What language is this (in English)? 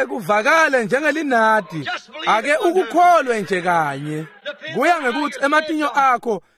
Swati